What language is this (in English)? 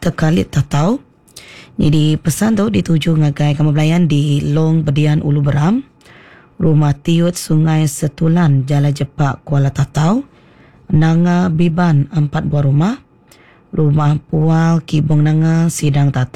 Iban